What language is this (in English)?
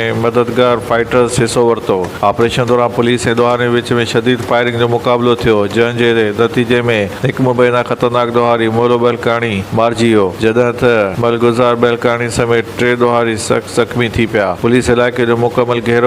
Sindhi